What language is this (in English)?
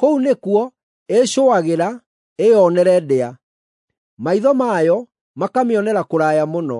Kikuyu